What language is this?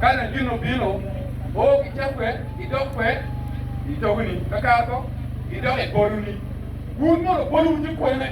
Acoli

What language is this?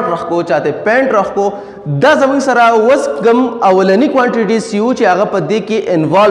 Pashto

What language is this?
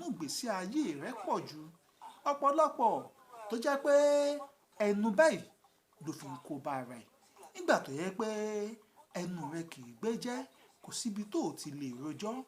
Yoruba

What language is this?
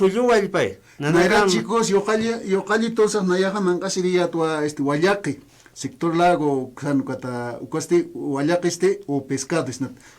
Aymara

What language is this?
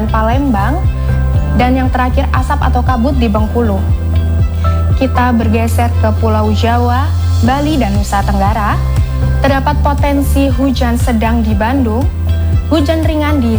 Indonesian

